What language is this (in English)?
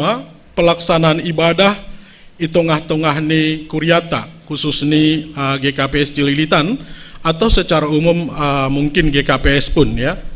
Batak Simalungun